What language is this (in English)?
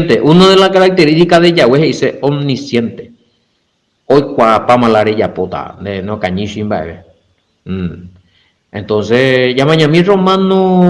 Guarani